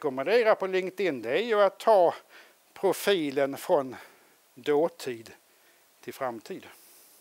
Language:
Swedish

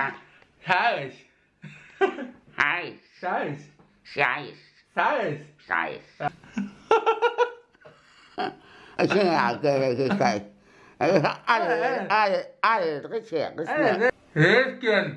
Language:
Norwegian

